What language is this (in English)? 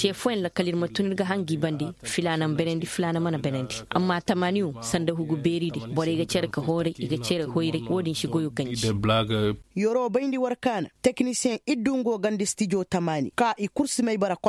Koyraboro Senni